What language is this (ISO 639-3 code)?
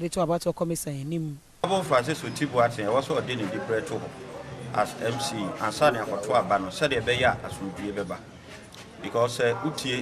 aka